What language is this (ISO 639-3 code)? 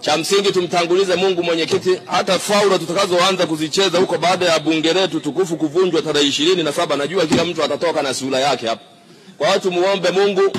swa